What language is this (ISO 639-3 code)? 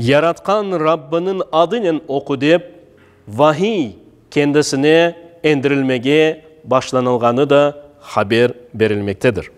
crh